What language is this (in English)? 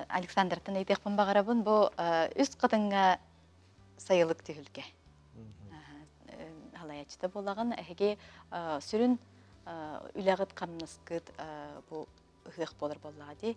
Yakut